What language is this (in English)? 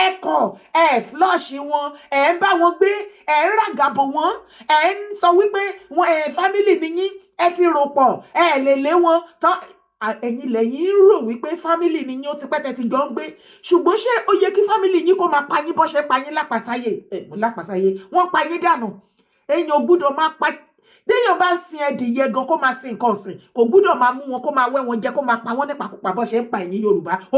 Yoruba